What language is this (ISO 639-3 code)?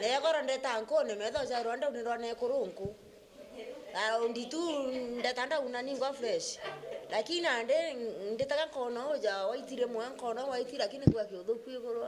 mer